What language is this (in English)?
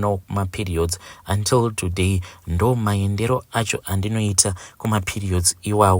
Shona